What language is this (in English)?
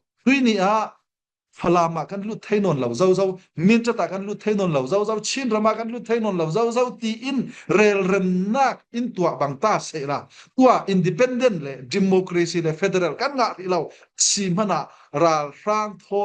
Falam Chin